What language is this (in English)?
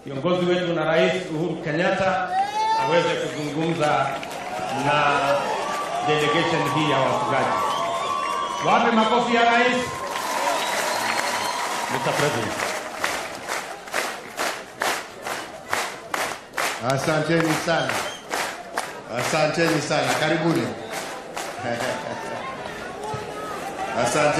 Swahili